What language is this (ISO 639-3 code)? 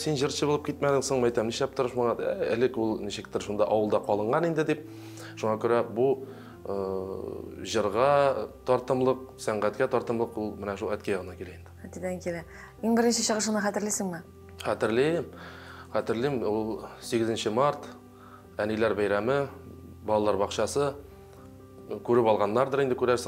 tat